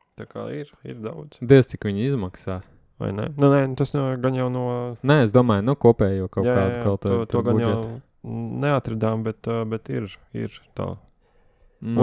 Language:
Latvian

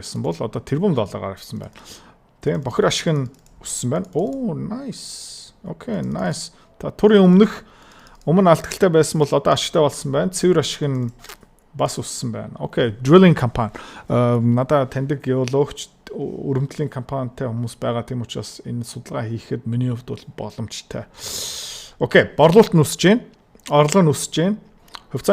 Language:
Mongolian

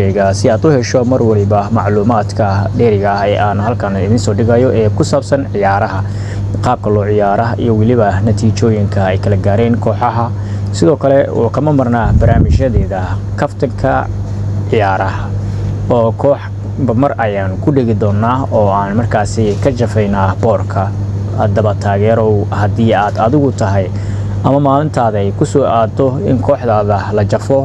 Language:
Somali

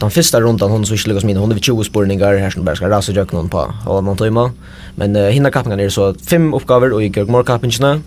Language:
Faroese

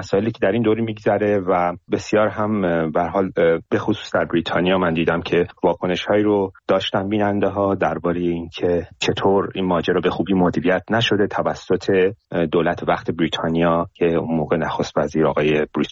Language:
Persian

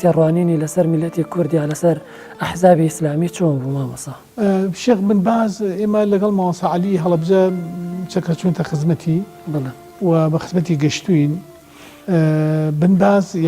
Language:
Central Kurdish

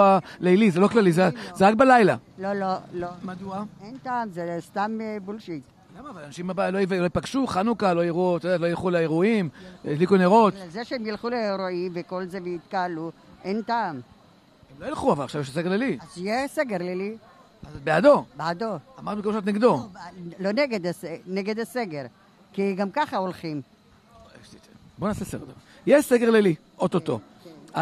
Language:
Hebrew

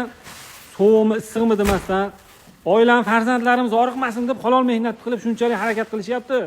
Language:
Uzbek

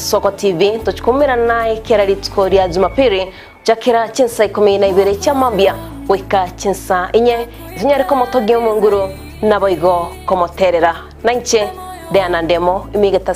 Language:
Gusii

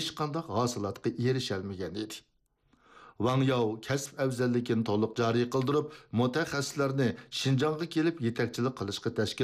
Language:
Uyghur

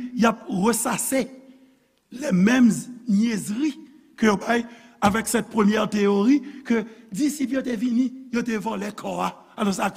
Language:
Haitian Creole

